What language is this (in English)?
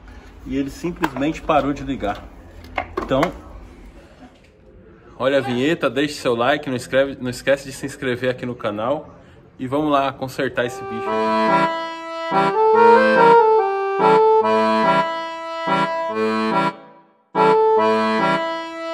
Portuguese